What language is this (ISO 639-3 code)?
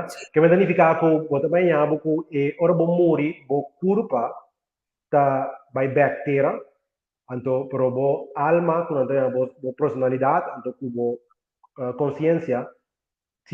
pap